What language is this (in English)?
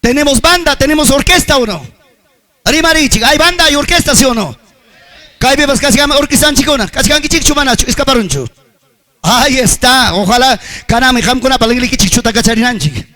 Ayacucho Quechua